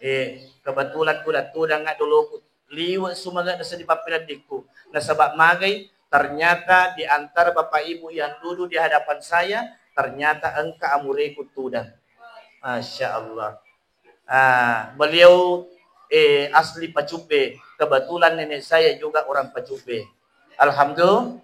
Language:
Buginese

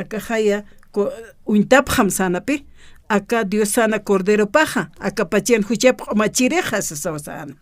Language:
Aymara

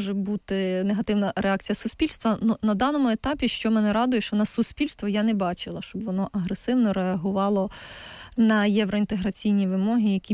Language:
Ukrainian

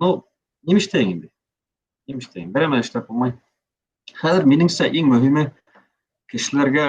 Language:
Bashkir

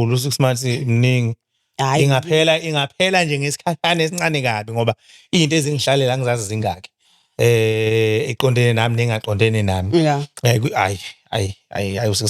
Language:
Zulu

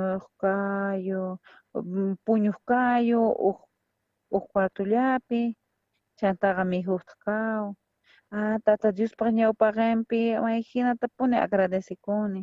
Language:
South Bolivian Quechua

